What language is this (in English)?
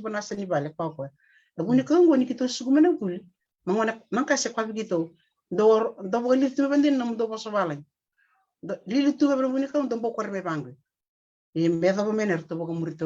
Fijian